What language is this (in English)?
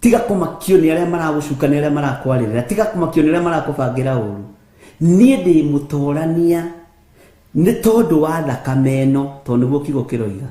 Kikuyu